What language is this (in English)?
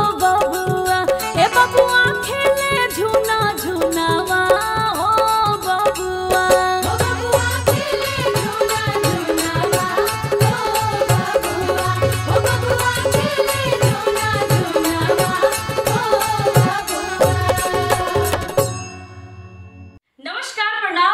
Bhojpuri